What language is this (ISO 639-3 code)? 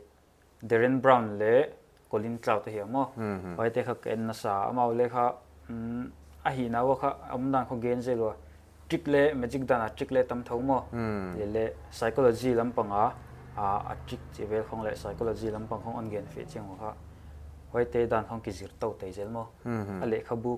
pck